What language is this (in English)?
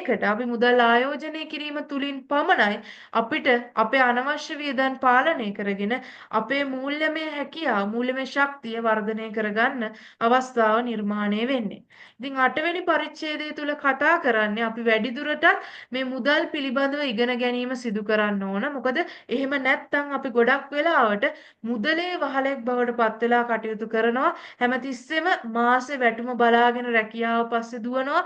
Sinhala